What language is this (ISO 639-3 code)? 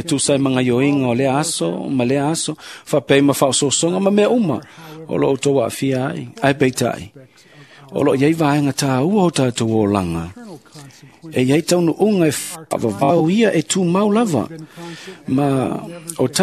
smo